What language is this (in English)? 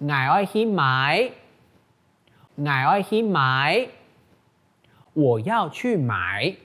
Hakka Chinese